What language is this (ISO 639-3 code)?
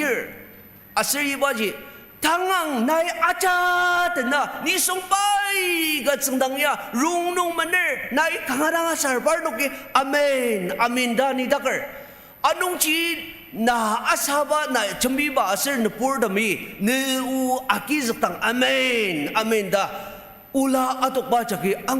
njo